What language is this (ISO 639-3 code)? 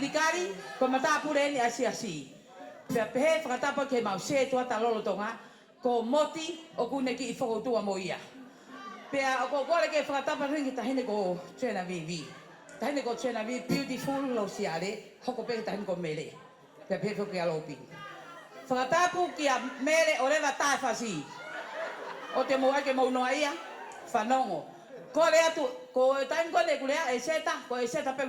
ton